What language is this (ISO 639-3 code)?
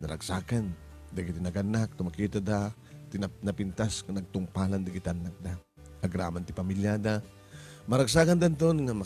ilo